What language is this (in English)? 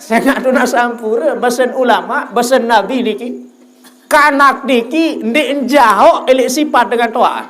Sasak